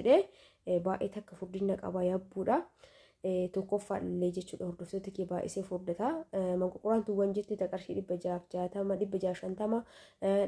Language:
Oromo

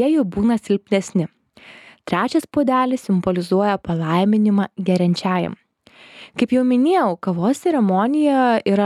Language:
Lithuanian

